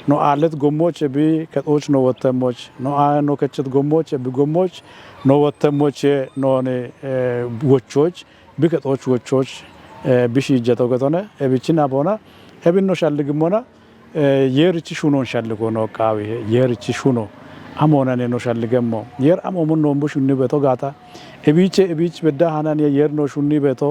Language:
Kafa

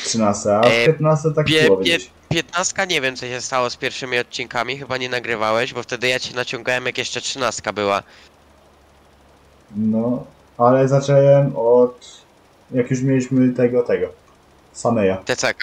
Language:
Polish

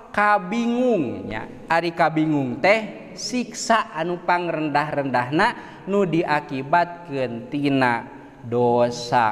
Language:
Sundanese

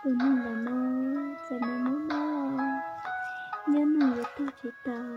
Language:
Hmong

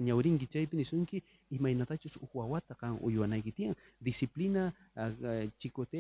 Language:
South Bolivian Quechua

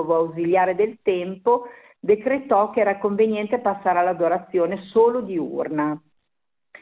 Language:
Italian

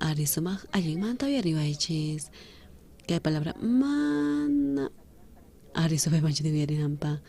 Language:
South Bolivian Quechua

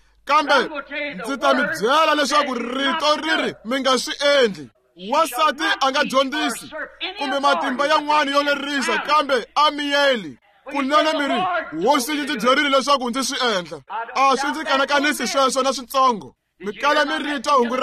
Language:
Tsonga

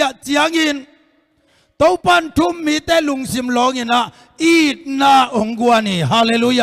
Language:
Tedim Chin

